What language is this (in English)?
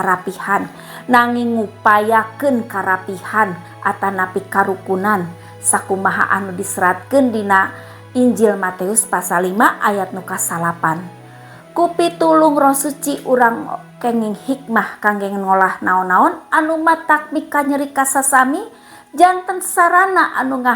Sundanese